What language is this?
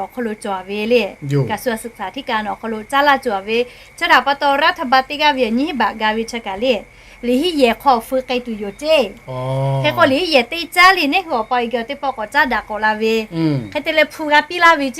Lahu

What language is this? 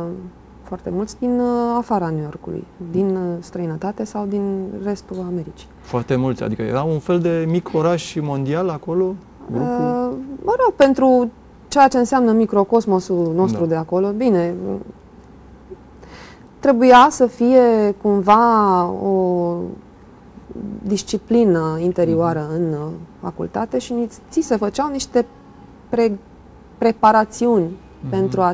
Romanian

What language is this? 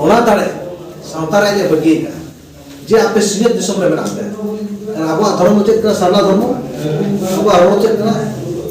Santali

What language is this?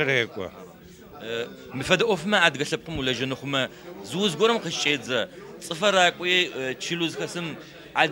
Adyghe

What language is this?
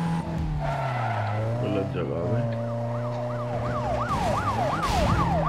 Hindi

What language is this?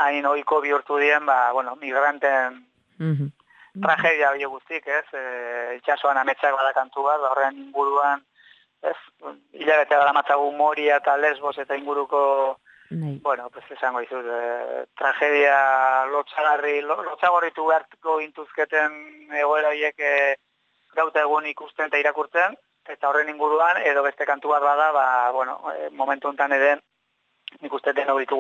Basque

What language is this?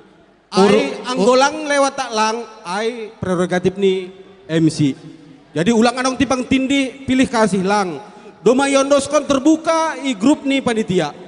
Batak Simalungun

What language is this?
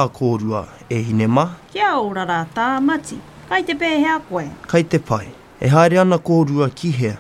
Māori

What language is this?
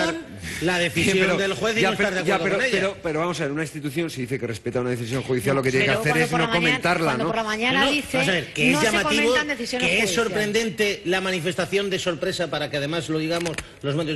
Spanish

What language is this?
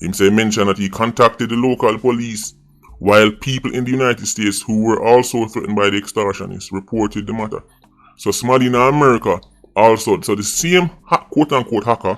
Jamaican Creole English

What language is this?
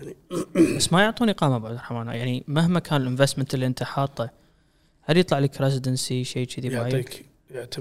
Gulf Arabic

